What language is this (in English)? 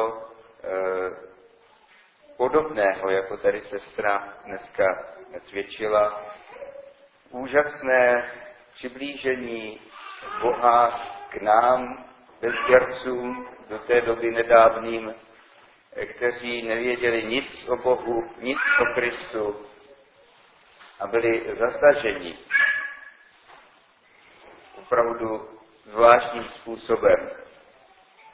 Czech